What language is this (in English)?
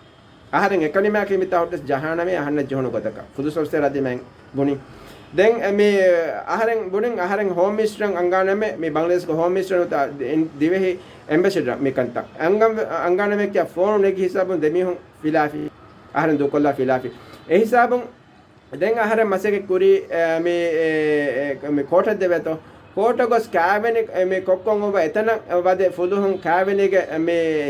Divehi